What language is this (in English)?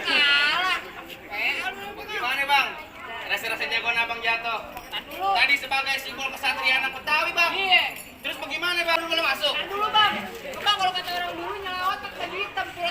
Betawi